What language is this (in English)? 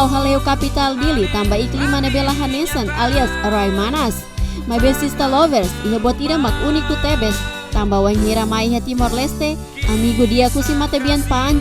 Tetum